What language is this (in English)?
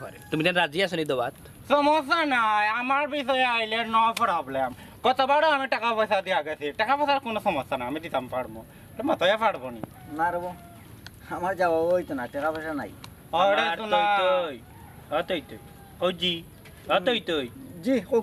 Sylheti